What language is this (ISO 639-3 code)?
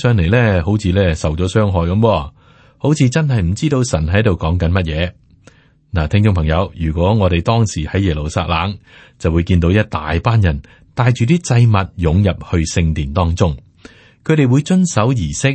yue